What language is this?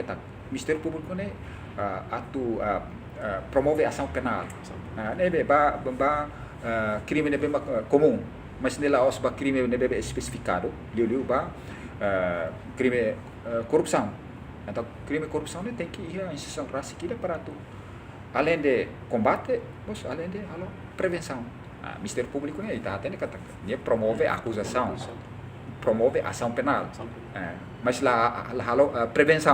Tetum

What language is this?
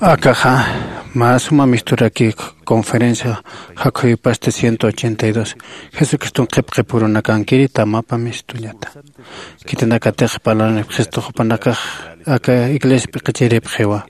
Aymara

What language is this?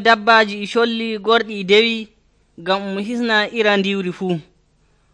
Nigerian Fulfulde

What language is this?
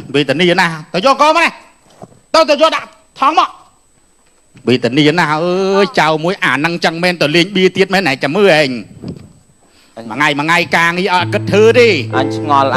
Khmer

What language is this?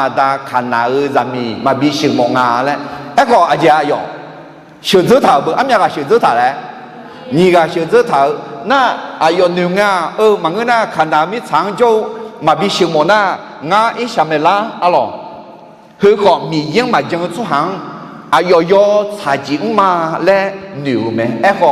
Akha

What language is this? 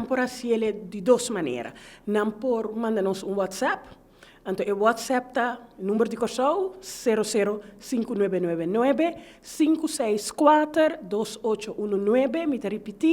Papiamento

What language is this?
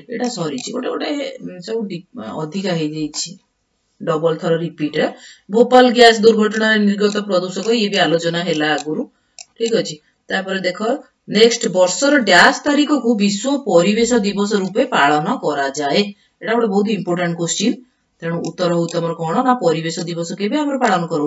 Odia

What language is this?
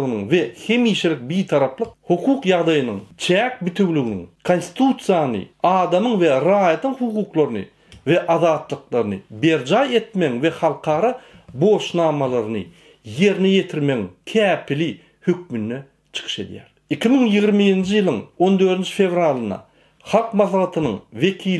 Turkmen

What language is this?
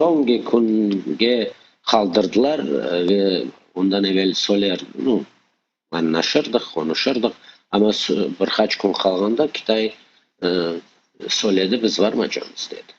Crimean Tatar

